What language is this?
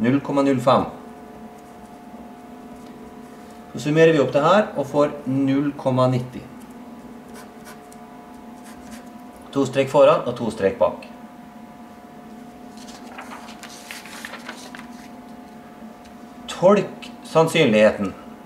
Norwegian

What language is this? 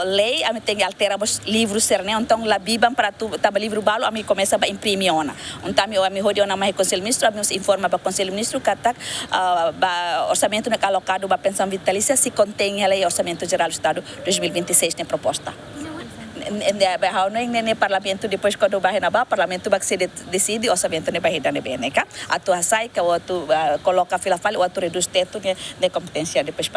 Tetum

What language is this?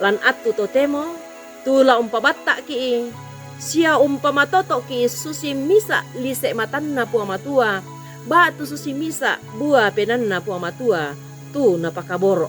Toraja-Sa'dan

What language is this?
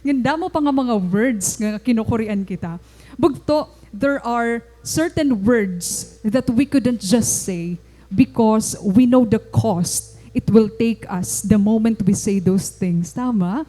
Waray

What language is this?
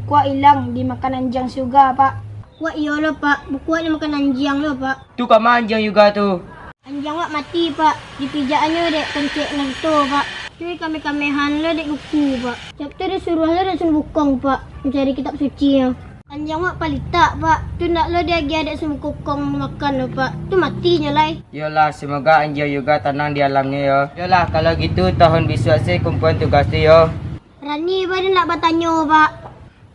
Minangkabau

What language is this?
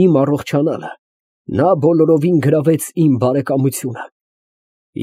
Armenian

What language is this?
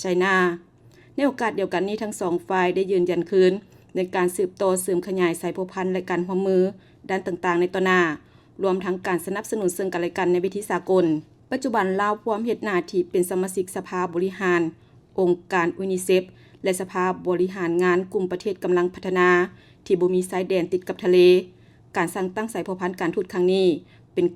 Lao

